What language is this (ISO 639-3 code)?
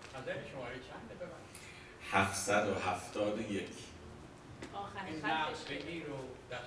fas